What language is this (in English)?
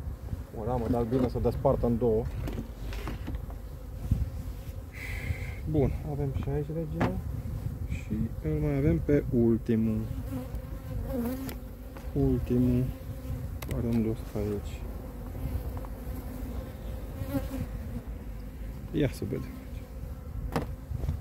Romanian